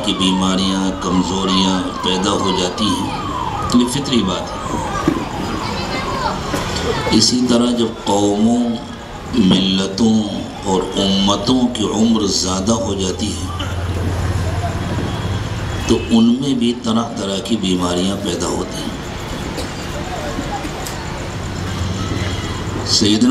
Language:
Urdu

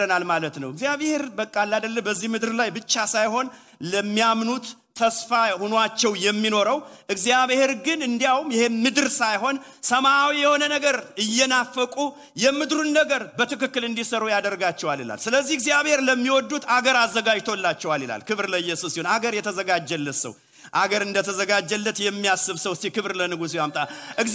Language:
Amharic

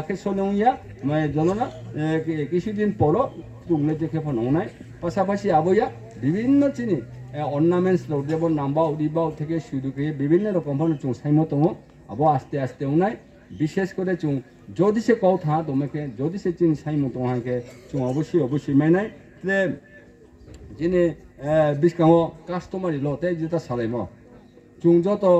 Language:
Riang (India)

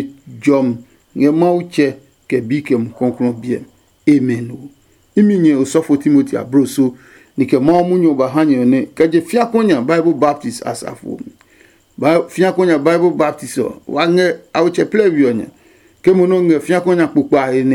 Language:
Adangme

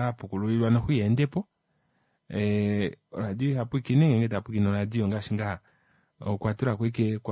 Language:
Kuanyama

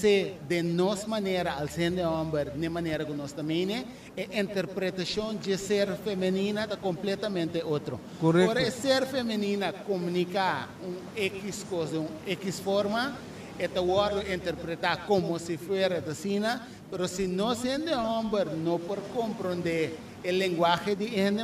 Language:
Papiamento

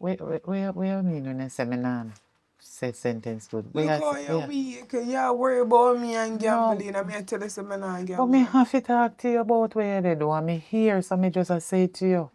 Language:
Jamaican Creole English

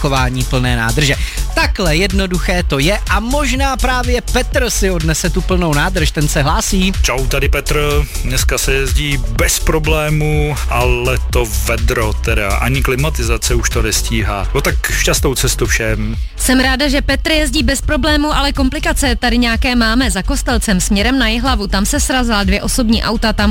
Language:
Czech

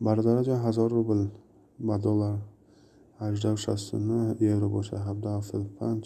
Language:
Tajik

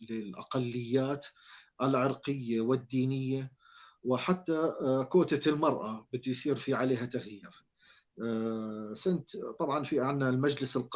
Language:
North Levantine Arabic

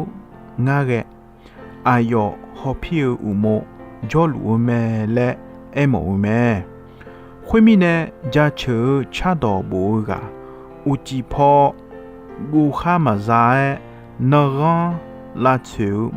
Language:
Akha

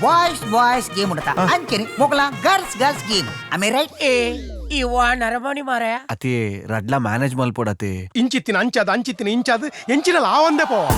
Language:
Tulu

